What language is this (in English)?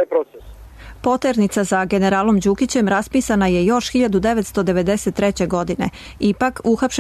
Serbian